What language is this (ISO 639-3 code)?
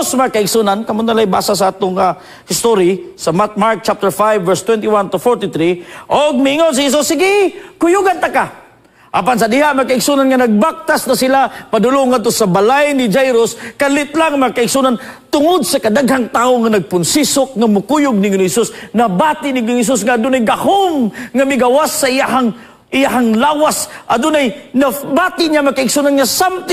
ceb